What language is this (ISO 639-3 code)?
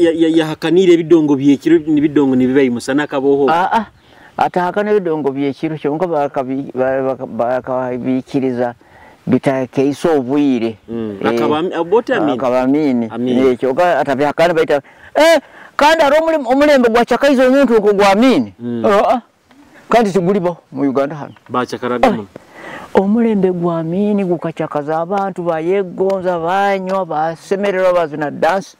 nyo